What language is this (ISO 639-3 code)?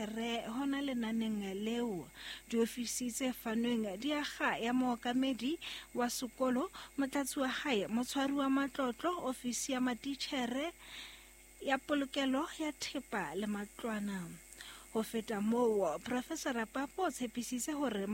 sot